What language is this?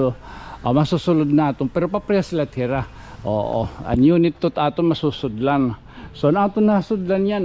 Waray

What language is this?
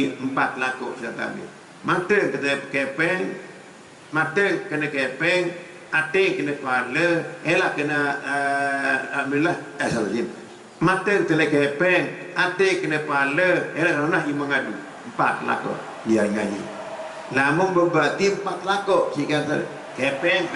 Sasak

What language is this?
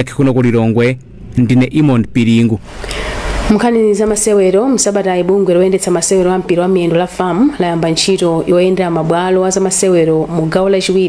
Nyanja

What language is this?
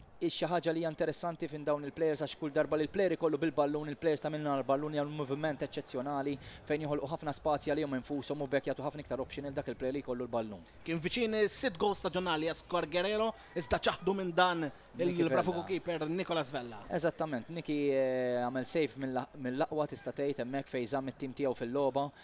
Maltese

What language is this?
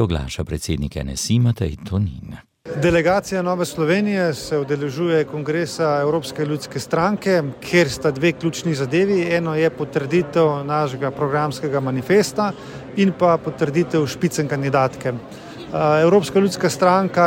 Slovenian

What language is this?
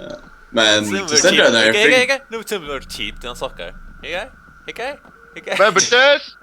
Faroese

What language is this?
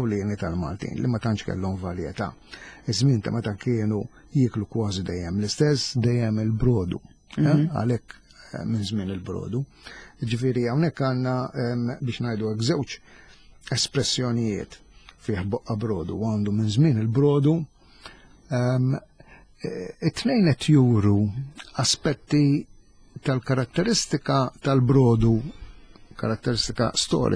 Maltese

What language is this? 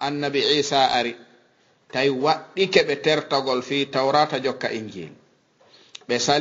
Fula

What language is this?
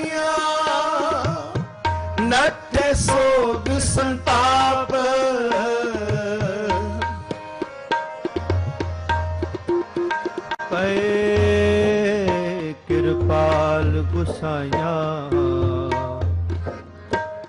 Punjabi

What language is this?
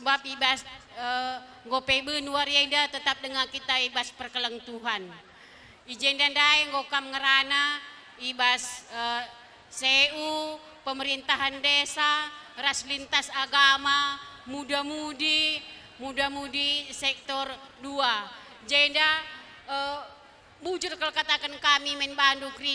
Batak Karo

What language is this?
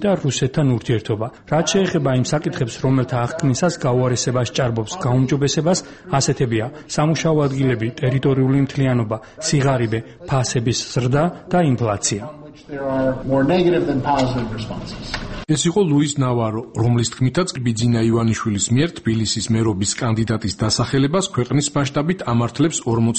Georgian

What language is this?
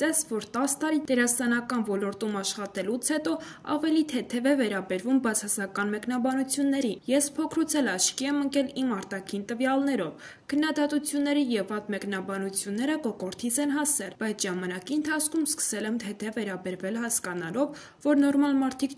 Armenian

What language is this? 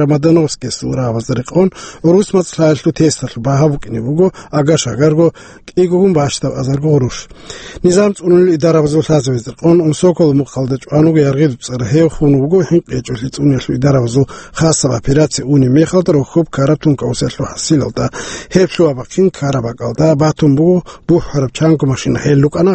Avaric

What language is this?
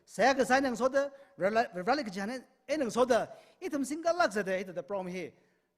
Tangkhul Naga (India)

